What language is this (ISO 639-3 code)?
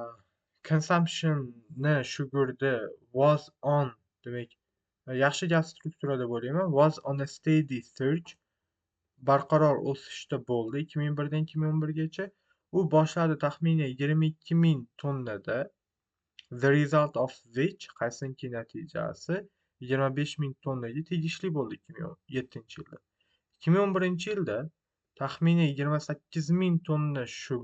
uzb